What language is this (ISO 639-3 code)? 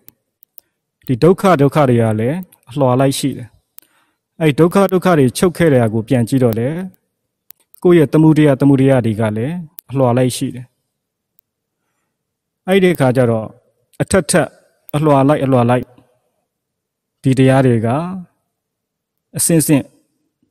mya